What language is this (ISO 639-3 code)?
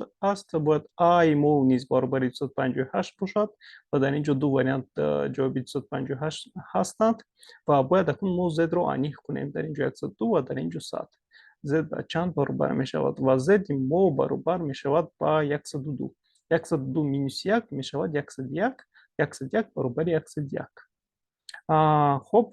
tgk